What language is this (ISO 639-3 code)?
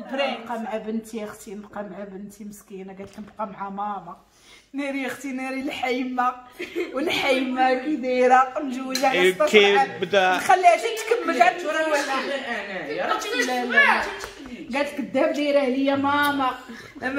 ary